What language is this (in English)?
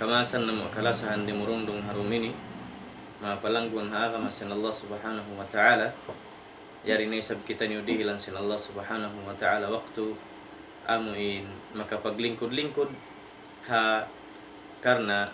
Tausug